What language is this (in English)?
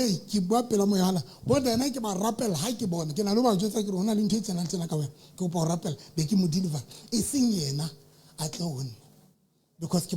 Southern Sotho